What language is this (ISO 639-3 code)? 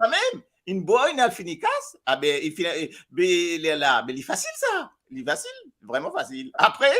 mfe